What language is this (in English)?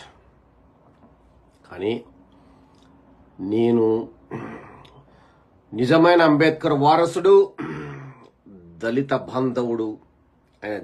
Telugu